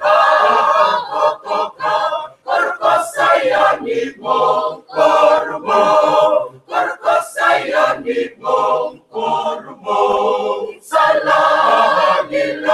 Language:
Fijian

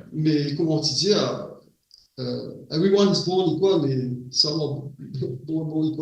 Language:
Morisyen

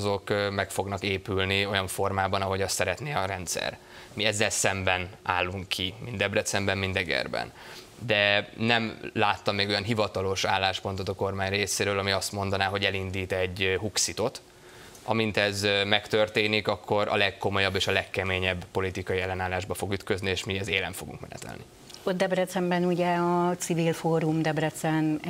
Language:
Hungarian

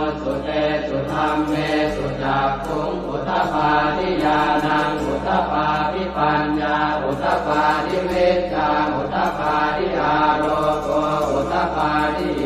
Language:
Pali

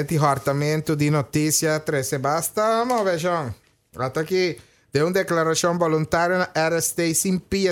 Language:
Papiamento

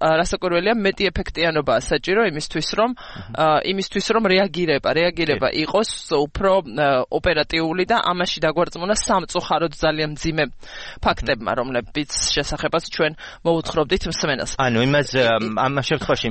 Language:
Georgian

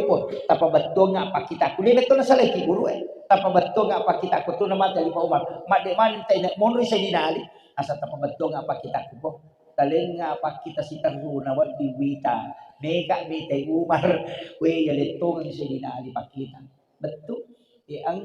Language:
Buginese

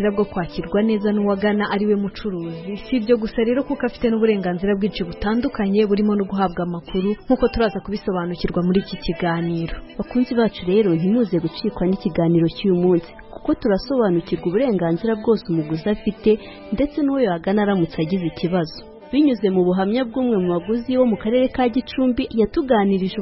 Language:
Kinyarwanda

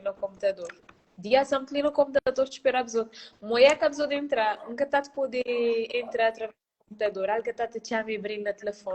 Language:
Kabuverdianu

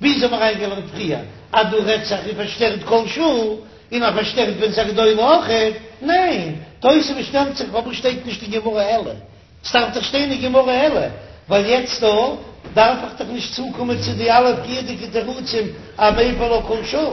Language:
Yiddish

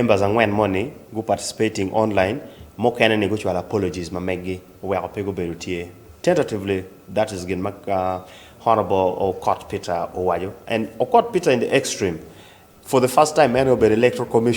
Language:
Acoli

